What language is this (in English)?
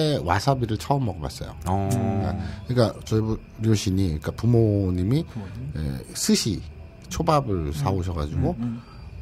Korean